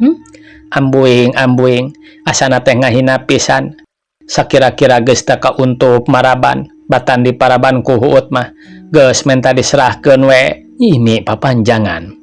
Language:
Sundanese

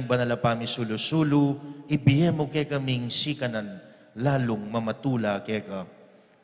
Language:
Pampanga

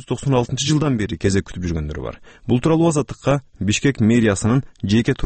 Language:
Kyrgyz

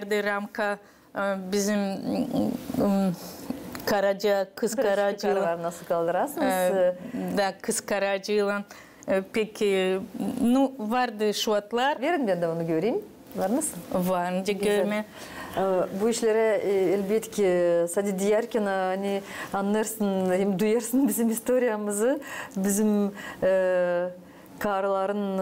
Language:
Gagauz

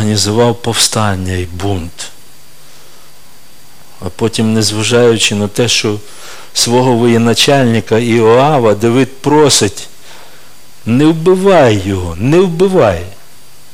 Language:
Ukrainian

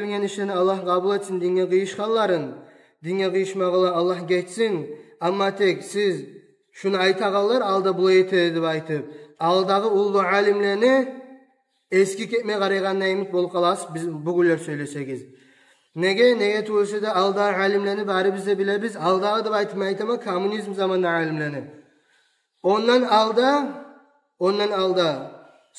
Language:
Kumyk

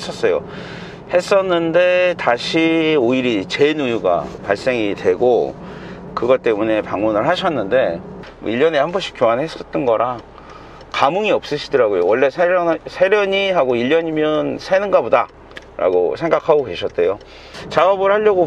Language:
Korean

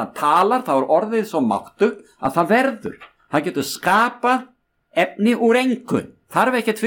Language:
Icelandic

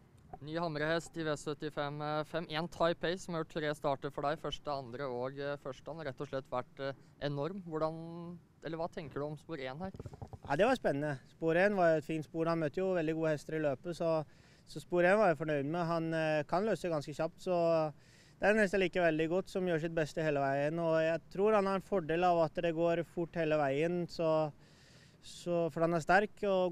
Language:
Norwegian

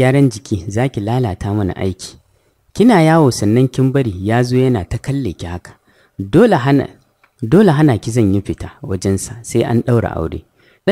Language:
Hausa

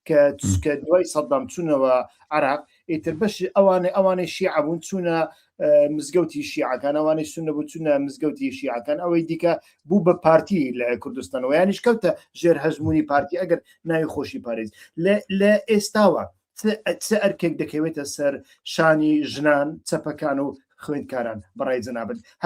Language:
Central Kurdish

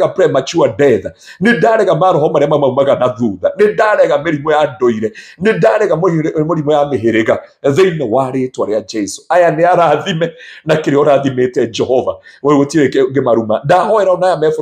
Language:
Kikuyu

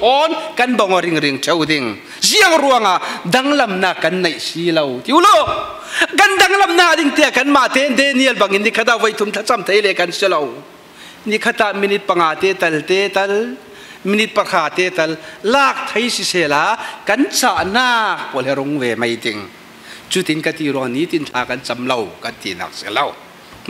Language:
Falam Chin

